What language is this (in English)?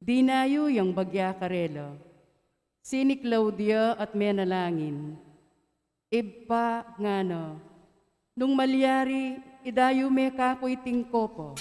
Pampanga